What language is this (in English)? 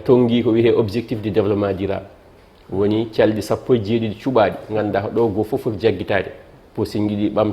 Fula